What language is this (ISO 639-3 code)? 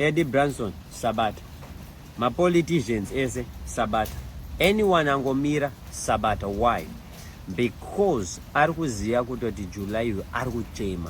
sna